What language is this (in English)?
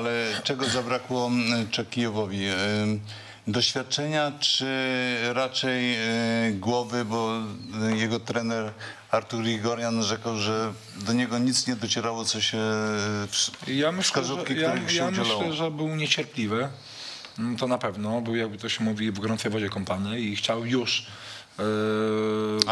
Polish